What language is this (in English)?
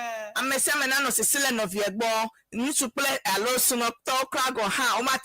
Ewe